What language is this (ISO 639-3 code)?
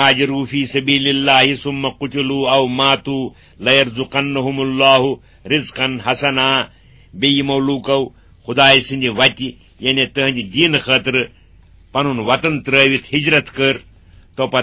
kas